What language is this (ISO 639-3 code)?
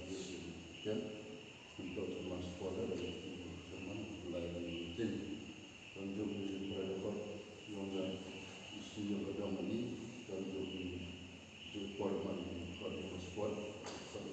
kha